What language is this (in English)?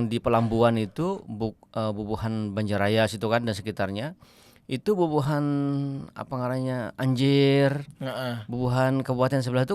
Banjar